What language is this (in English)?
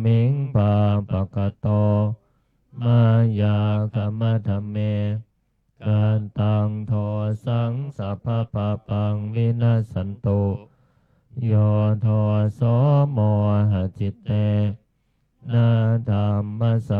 Pali